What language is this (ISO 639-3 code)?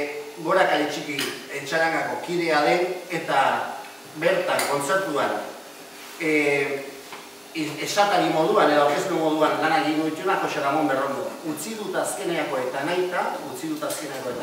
eus